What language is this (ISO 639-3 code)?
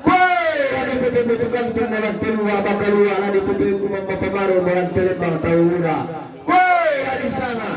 sda